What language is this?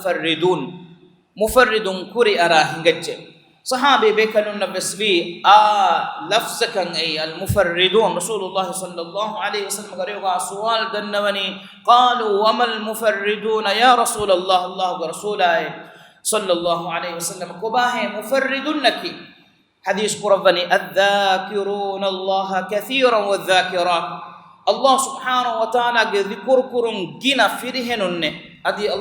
Divehi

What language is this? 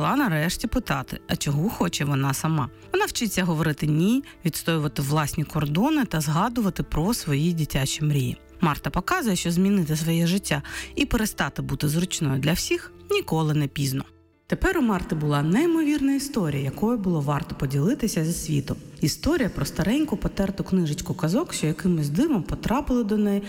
Ukrainian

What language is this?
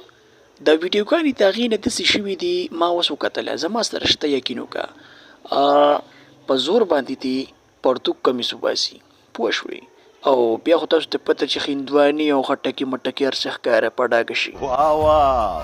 Pashto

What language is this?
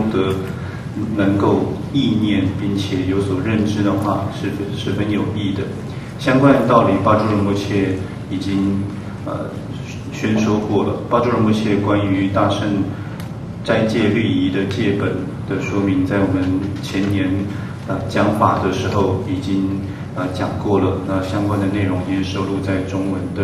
Chinese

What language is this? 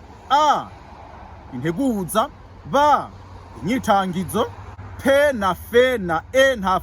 Rundi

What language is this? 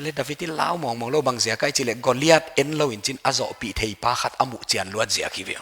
Paite Chin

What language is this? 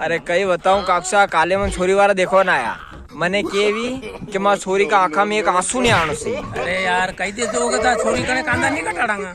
Rajasthani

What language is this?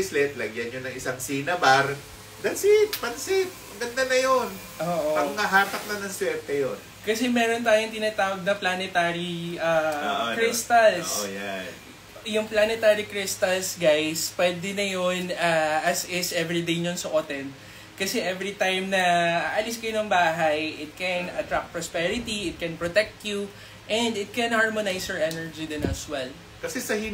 Filipino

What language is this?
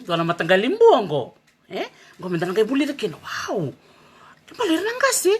Fijian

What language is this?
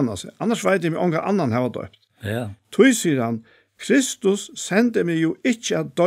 Faroese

